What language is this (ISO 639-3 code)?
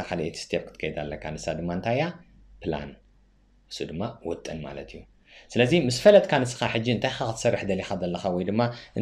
tir